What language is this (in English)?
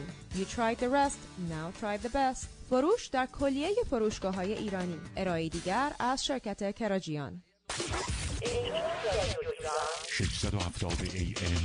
Persian